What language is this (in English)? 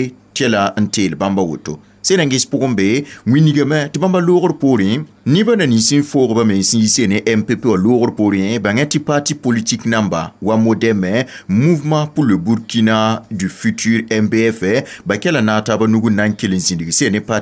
Mossi